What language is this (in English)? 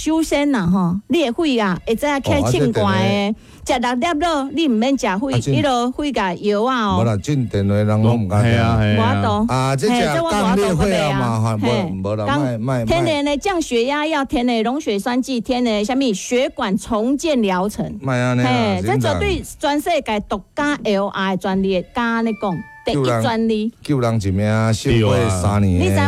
Min Nan Chinese